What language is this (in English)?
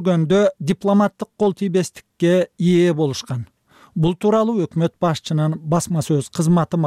Kyrgyz